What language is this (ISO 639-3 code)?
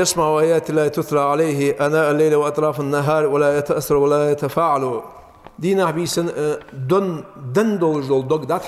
inh